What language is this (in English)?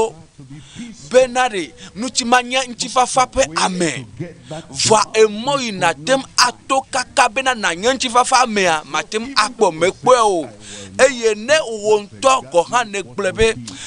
Ewe